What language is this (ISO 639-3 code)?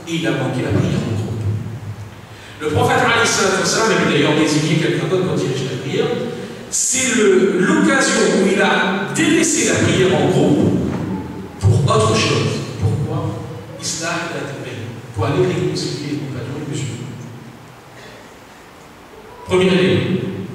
fra